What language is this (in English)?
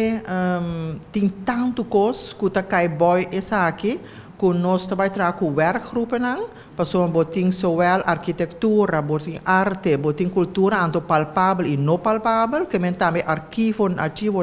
Papiamento